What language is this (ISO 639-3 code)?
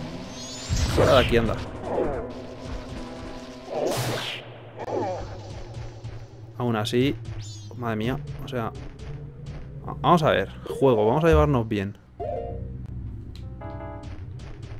spa